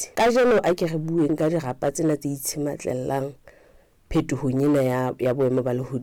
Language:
Southern Sotho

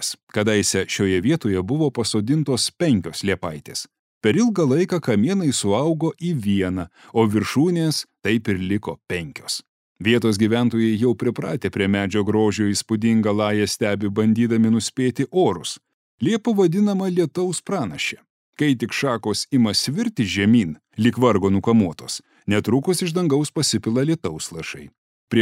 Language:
Lithuanian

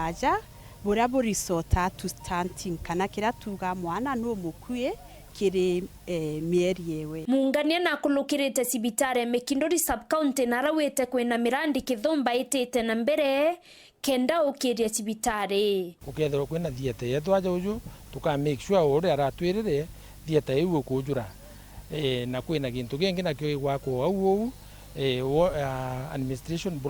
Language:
Meru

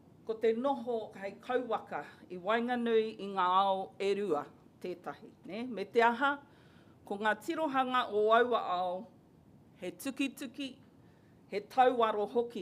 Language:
Māori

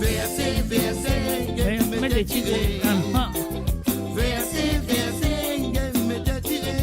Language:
Morisyen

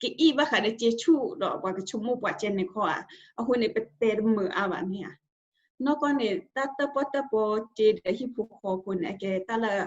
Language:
S'gaw Karen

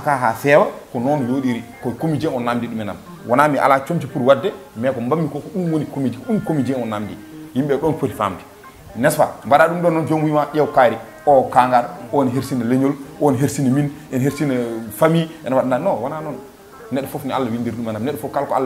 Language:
Fula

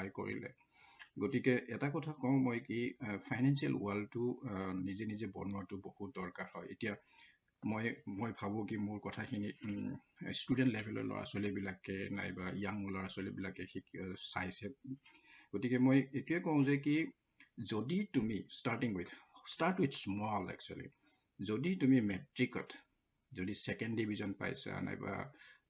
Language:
Assamese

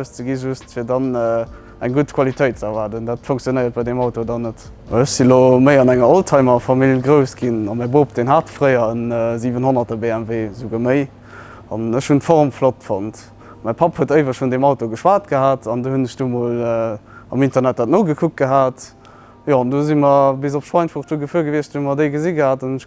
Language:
Luxembourgish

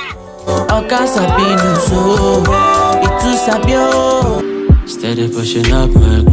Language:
Nigerian Pidgin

